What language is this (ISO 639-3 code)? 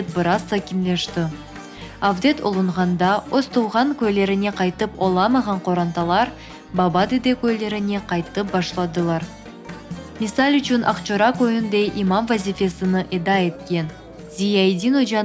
crh